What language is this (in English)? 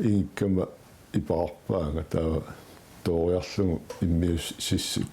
Kalaallisut